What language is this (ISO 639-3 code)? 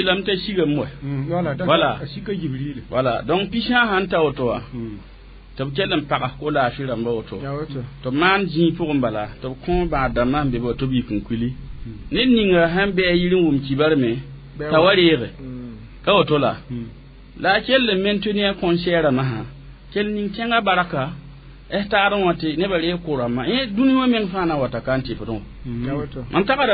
mos